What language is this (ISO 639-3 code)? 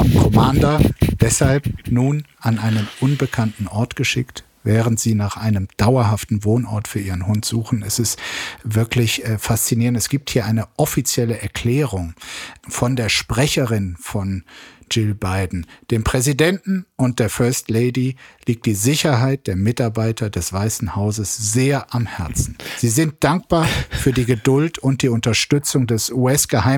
deu